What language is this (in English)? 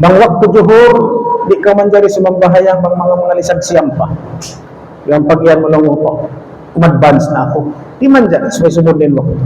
Tausug